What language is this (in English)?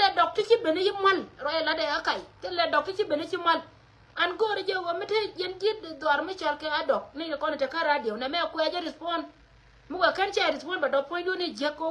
Nuer